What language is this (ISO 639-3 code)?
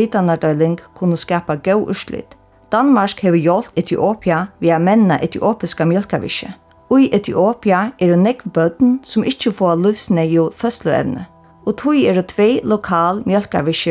fao